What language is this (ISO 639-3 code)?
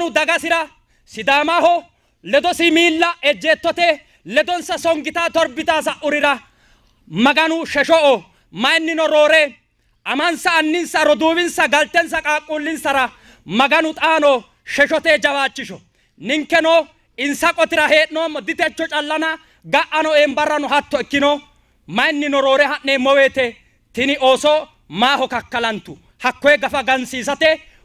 sid